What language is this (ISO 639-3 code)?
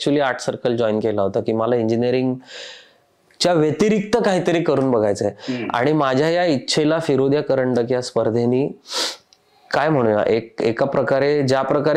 mar